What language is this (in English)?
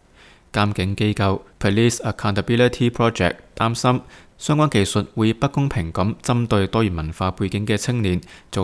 Cantonese